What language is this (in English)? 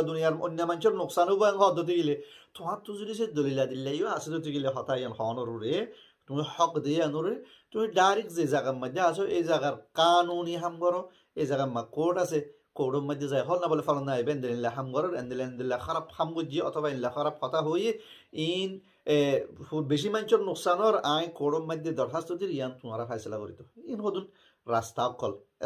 Rohingya